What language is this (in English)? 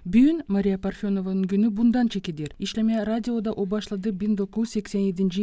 Gagauz